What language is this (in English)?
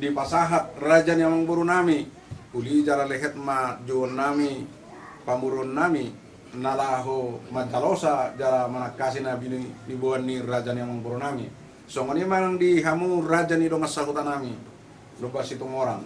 Batak Toba